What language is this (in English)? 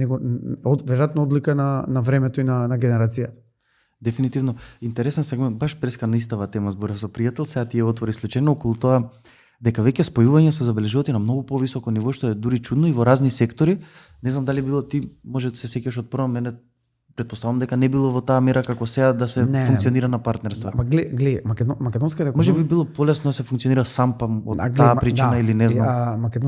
Macedonian